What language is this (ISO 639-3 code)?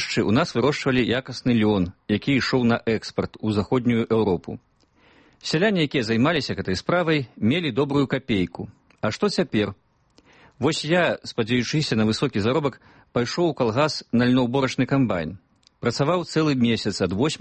bel